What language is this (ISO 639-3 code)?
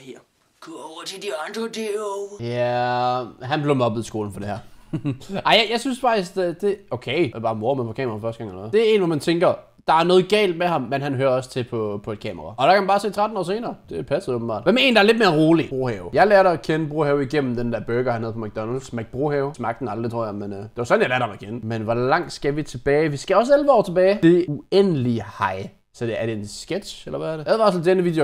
dan